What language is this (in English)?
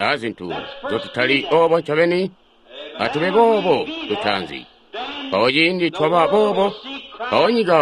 Tonga (Zambia)